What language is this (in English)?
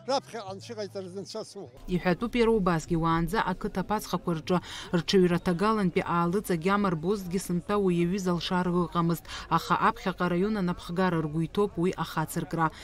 Abkhazian